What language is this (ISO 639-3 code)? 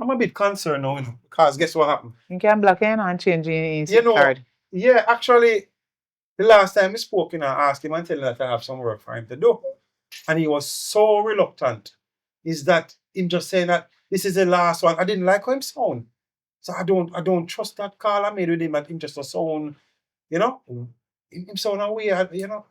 jam